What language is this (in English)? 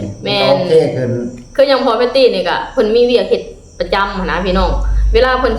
Lao